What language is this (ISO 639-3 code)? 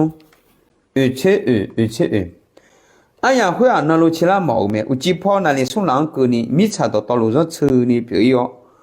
ahk